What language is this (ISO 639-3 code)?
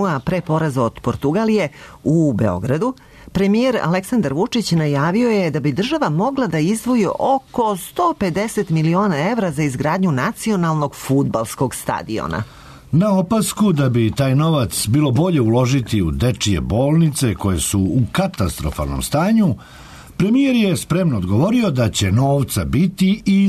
srp